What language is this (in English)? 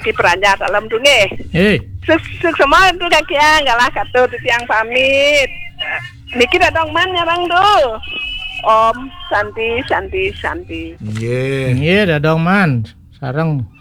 Balinese